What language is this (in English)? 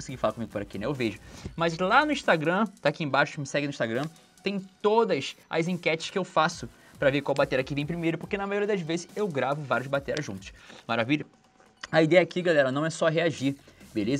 Portuguese